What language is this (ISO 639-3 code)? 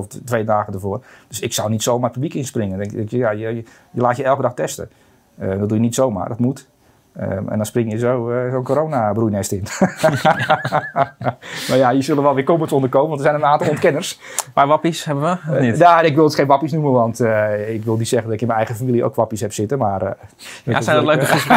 nld